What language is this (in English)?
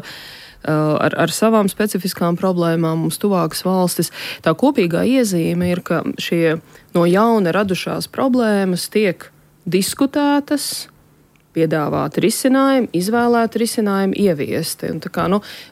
Latvian